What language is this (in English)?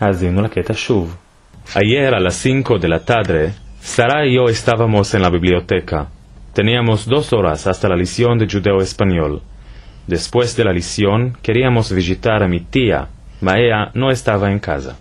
Ladino